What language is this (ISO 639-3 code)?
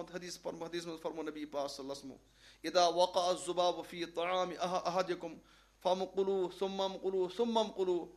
kas